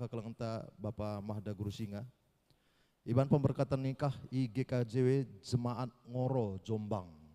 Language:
Batak Karo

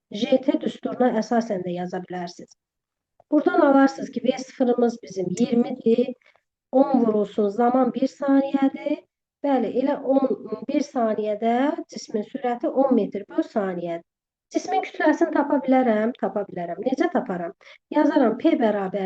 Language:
Azerbaijani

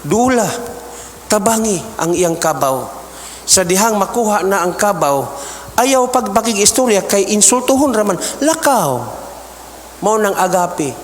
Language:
Cebuano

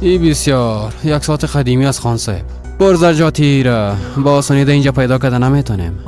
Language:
Persian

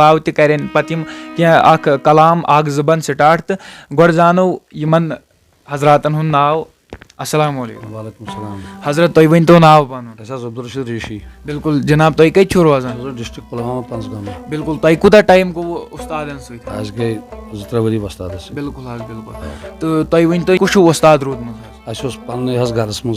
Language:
Kashmiri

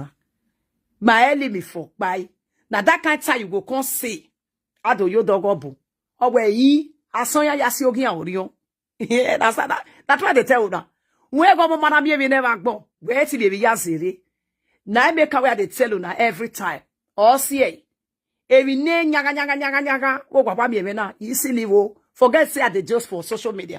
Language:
Nigerian Pidgin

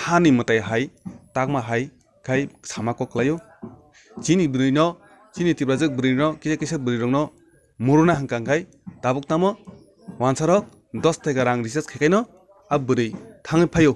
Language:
Kok Borok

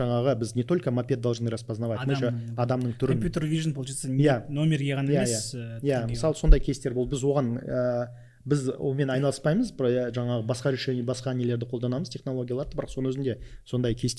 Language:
Kazakh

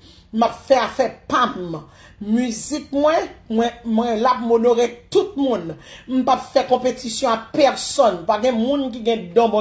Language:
Haitian Creole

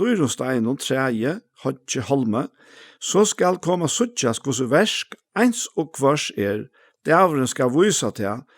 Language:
Faroese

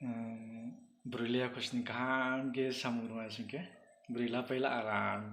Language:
Riang (India)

